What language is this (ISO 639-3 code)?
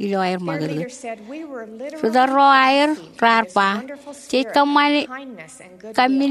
mah